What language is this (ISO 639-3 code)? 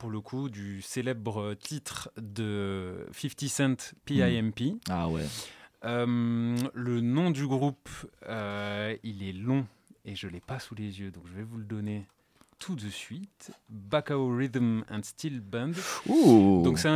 fra